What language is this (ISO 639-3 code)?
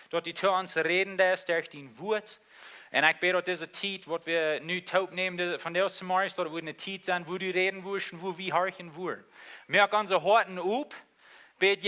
pdt